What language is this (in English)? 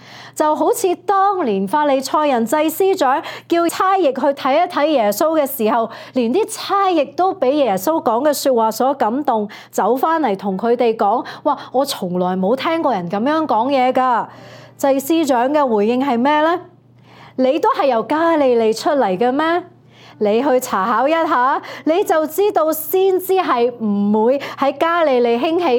Cantonese